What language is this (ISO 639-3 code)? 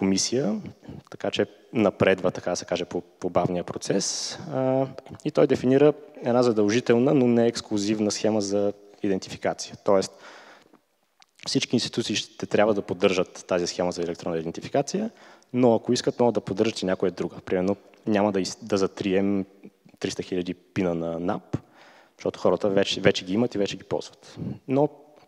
bul